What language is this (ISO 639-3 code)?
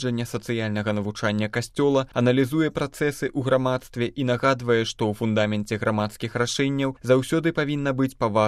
bel